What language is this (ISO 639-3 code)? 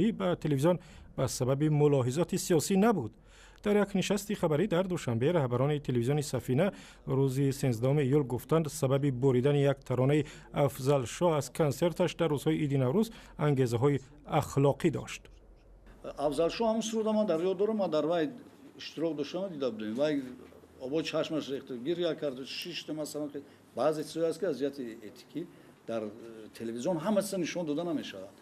tgk